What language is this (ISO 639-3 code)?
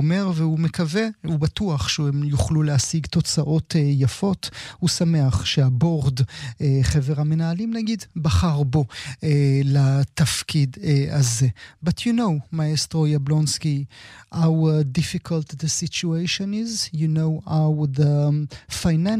heb